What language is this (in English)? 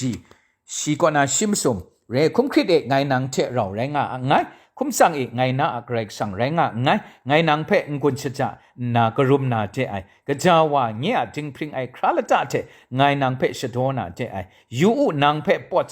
Kachin